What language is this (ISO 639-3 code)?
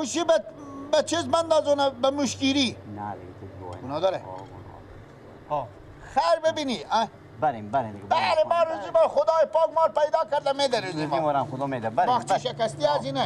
fas